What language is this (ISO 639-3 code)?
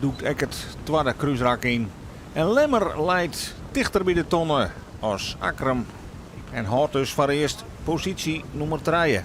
fry